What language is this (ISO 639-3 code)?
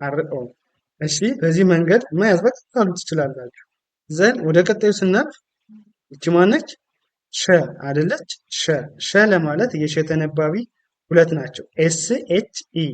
amh